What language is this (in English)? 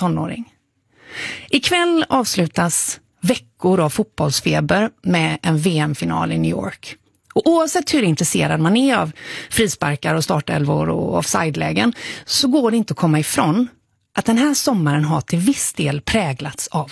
Swedish